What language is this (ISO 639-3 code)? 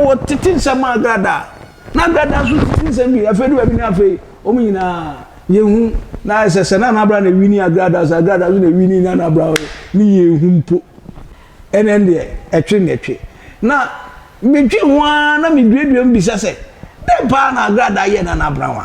aka